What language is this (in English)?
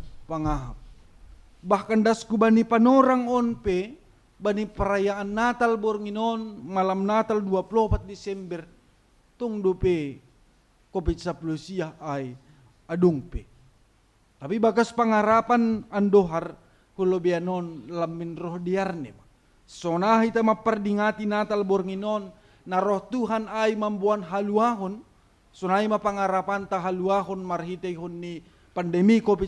Batak Simalungun